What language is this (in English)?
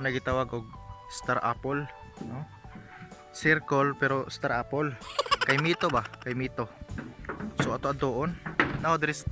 Cebuano